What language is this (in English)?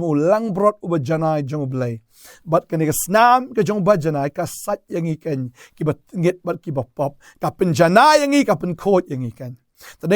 Khasi